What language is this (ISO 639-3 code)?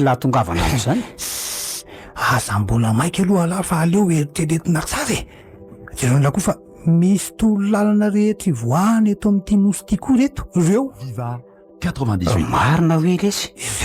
mlg